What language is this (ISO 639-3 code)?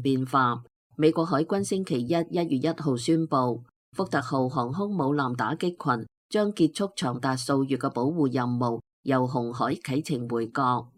yue